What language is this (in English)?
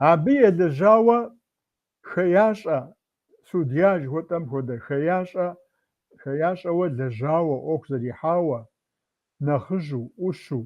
Kabardian